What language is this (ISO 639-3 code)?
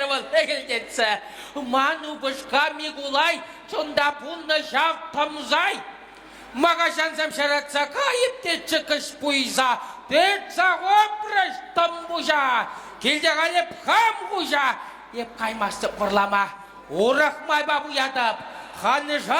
chv